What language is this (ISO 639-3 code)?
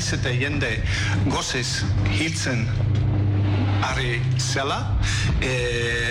eus